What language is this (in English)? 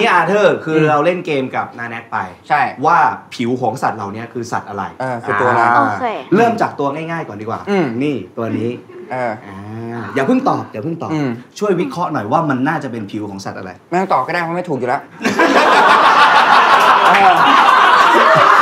Thai